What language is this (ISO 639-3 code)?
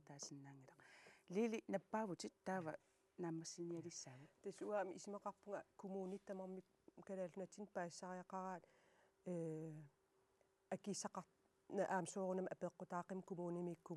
kal